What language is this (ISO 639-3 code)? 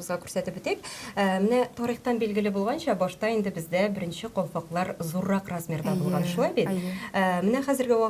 tat